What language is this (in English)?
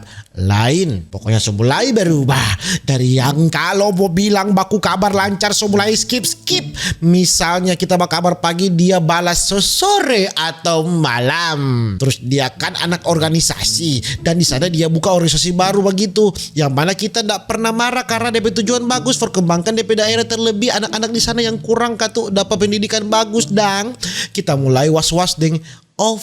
Manado Malay